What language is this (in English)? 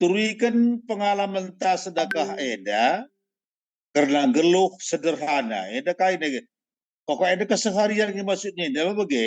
Batak Karo